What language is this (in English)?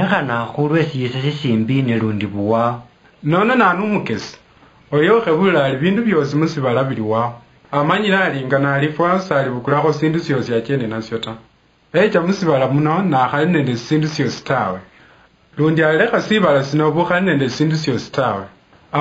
Luyia